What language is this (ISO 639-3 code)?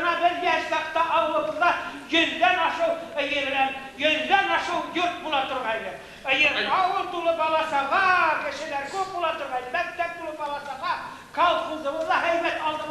bak